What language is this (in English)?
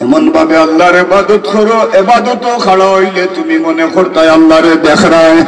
Sylheti